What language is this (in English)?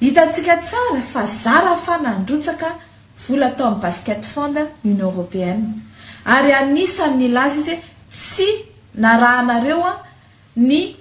Malagasy